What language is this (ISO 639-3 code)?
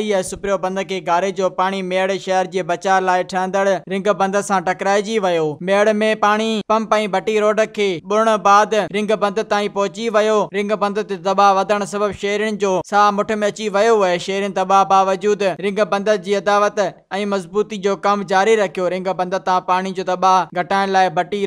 snd